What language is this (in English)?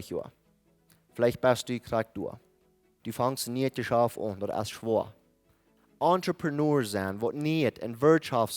Plautdietsch